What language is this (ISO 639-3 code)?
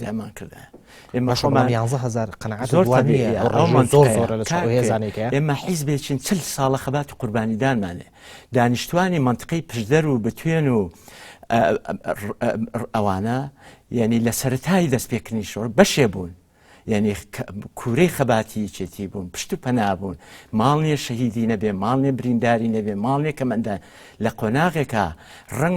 ckb